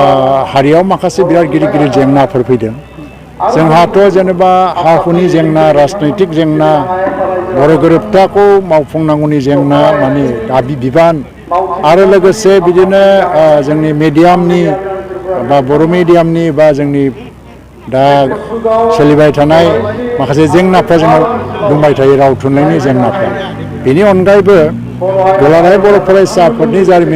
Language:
Bodo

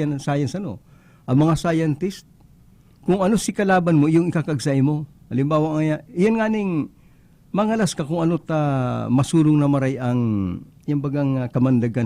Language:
Bikol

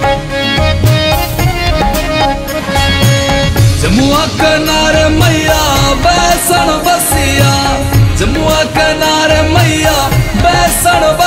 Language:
Bhojpuri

